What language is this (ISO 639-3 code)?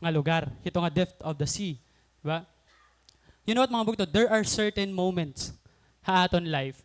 war